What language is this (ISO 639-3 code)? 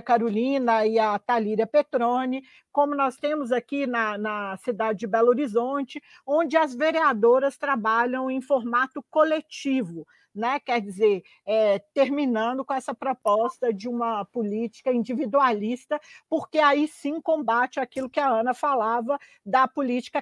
por